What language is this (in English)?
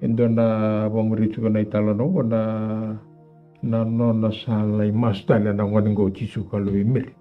Fijian